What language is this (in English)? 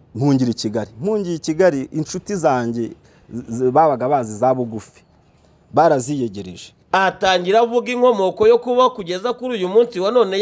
Kinyarwanda